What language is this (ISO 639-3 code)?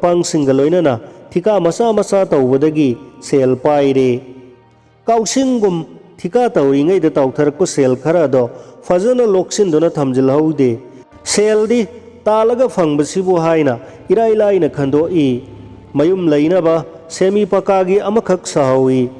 mni